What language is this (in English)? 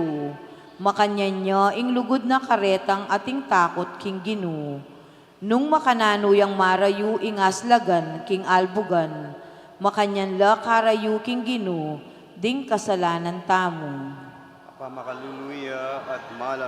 Pampanga